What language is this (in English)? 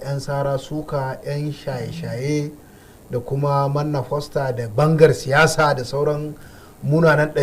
Hausa